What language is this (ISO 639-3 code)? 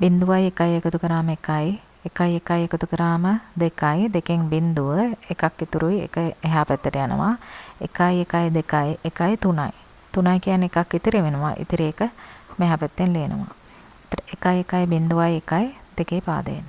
sin